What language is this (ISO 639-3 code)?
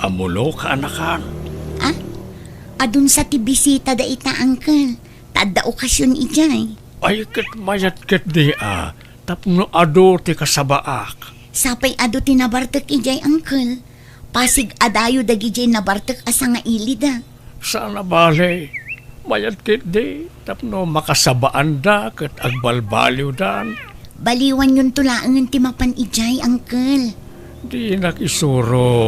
ilo